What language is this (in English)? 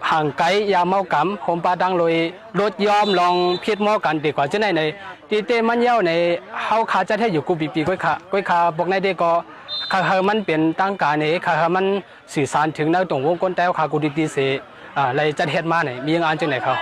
Shan